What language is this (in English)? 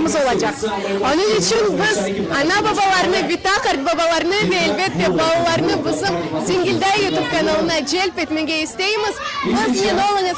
Crimean Tatar